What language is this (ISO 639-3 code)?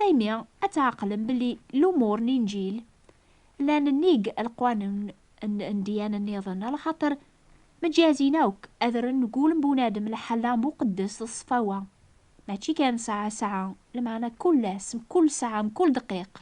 kab